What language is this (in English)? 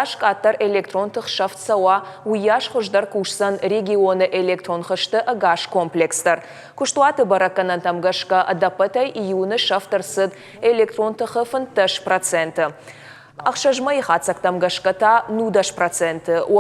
Ossetic